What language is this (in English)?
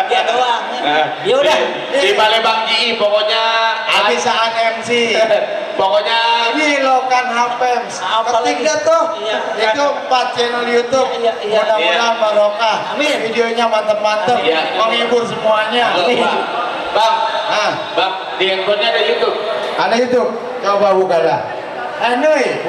Betawi